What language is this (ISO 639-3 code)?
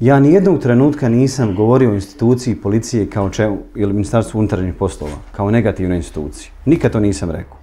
bos